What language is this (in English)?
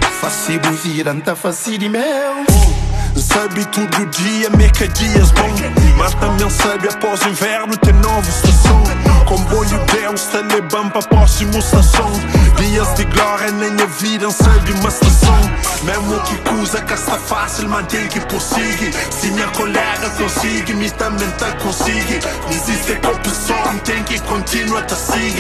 Kabuverdianu